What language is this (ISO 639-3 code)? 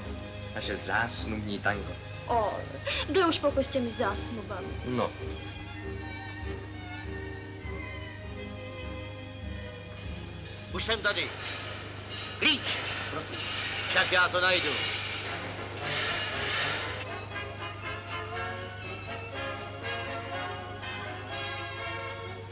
ces